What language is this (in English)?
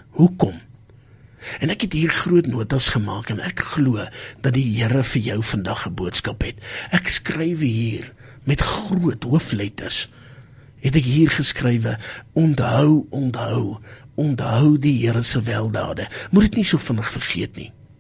Afrikaans